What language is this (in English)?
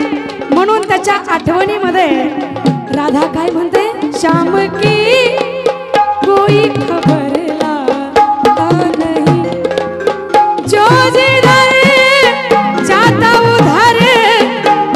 Marathi